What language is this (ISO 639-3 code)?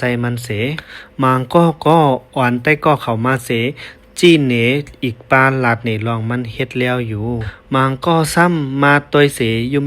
shn